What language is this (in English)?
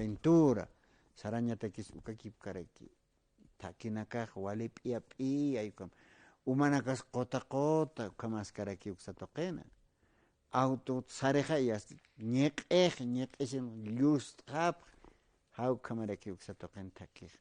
Aymara